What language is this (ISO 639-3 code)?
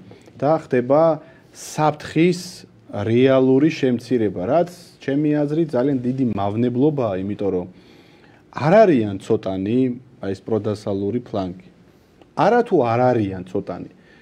kat